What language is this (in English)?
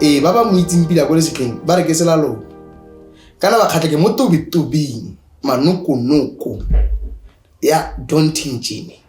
Tswana